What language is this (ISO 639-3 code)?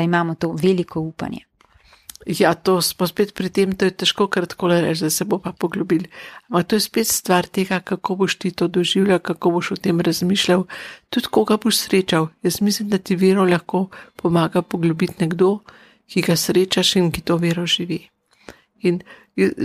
slv